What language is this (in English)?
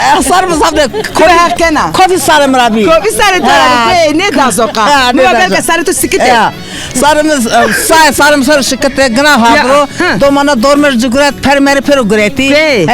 Zaza